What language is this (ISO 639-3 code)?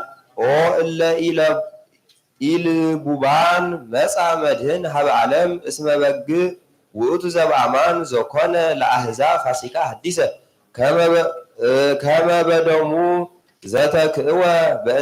gez